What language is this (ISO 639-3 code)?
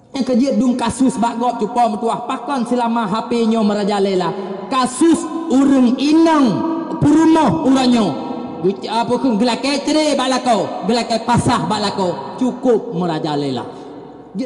ace